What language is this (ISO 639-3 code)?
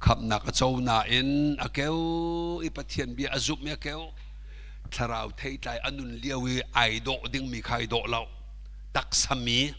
cnh